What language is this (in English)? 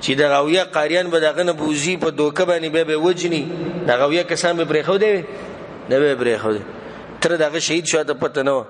Pashto